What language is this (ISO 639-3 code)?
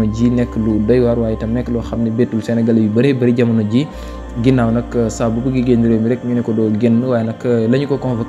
wol